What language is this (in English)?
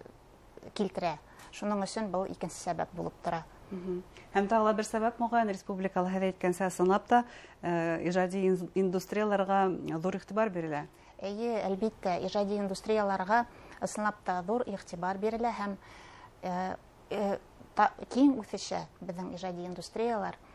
Bashkir